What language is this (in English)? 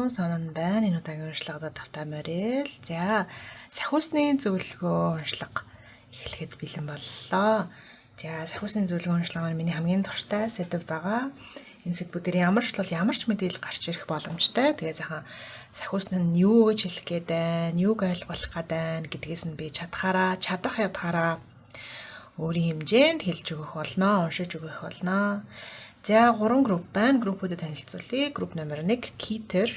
Mongolian